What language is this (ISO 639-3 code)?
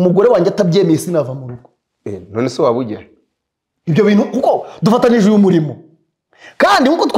kin